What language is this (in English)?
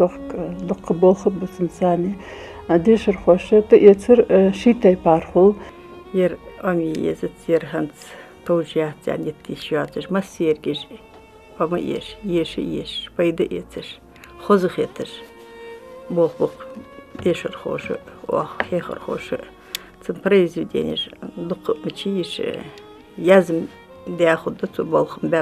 Ingush